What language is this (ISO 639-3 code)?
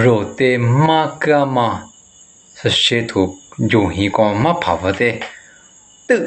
lis